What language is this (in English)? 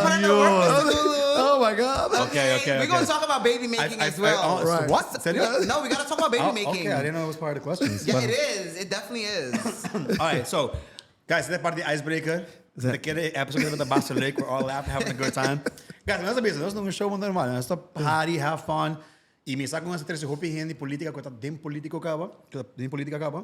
Papiamento